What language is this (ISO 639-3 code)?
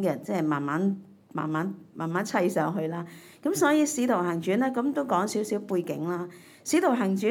yue